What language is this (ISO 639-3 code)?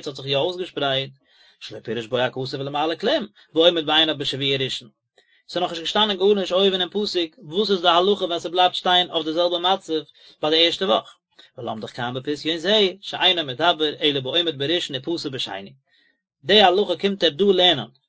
yid